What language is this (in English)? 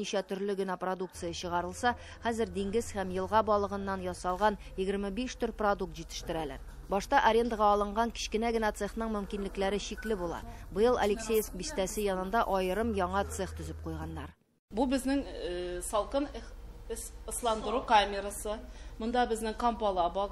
Tatar